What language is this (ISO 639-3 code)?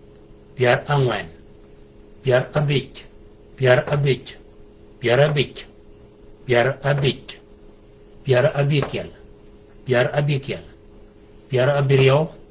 shk